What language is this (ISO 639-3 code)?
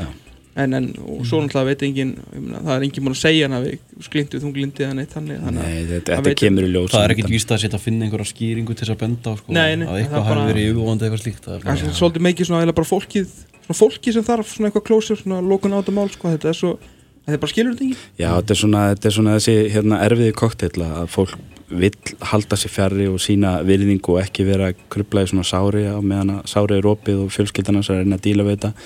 isl